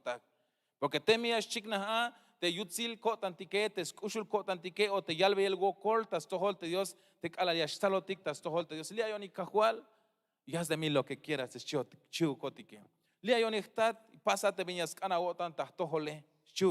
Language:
Tzeltal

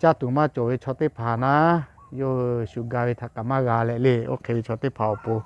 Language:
Lahu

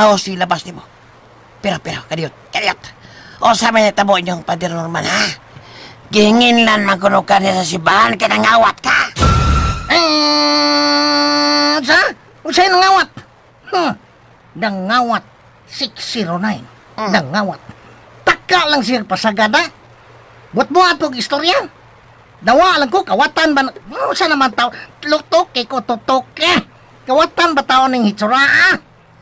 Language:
Cebuano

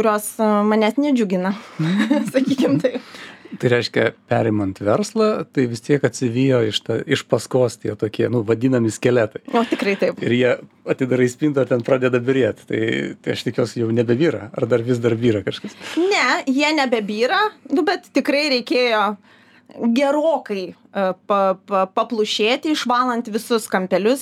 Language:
Lithuanian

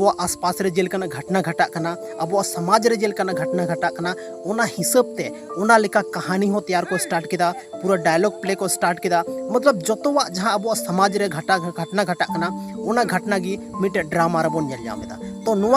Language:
Santali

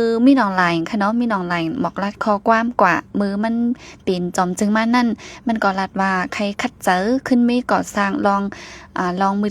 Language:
Shan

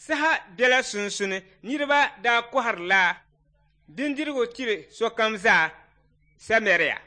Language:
Dagbani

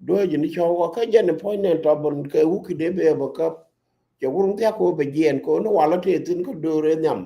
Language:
Nuer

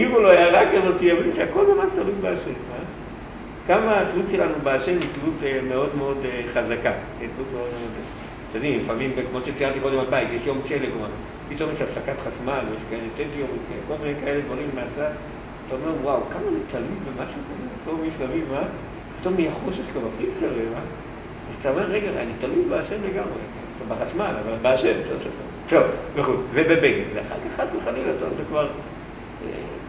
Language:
Hebrew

